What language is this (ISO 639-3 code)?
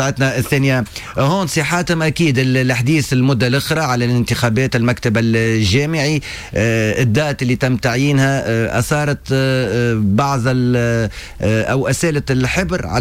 aeb